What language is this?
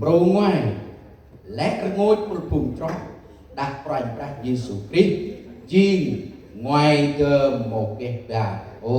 Central Mnong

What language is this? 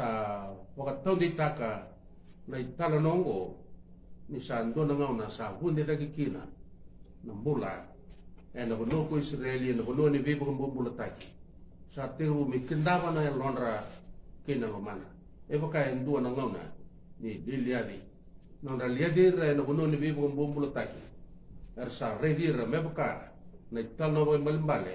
Fijian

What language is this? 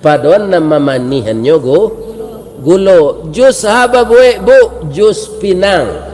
Minangkabau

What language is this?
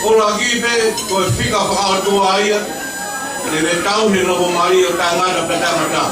Tongan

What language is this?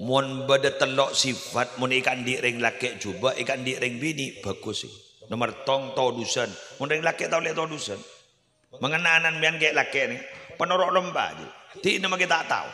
Madurese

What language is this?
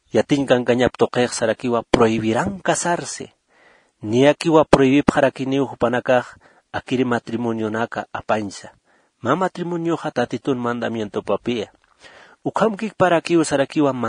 Aymara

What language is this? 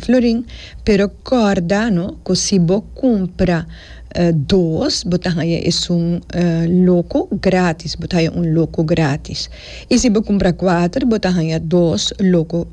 Papiamento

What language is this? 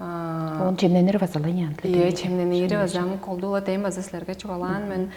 Tuvinian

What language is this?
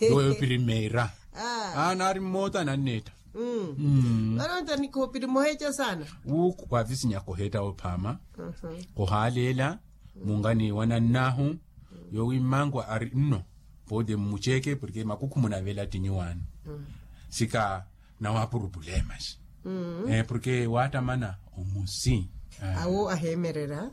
Makhuwa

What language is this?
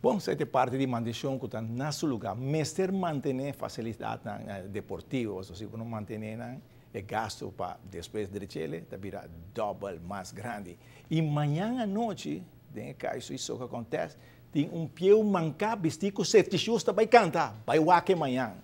Papiamento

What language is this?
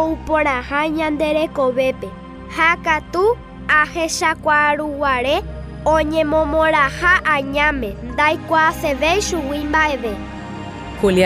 Guarani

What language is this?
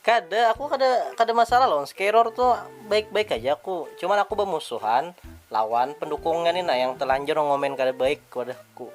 Banjar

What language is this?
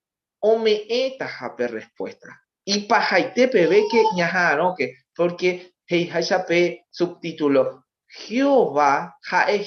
Guarani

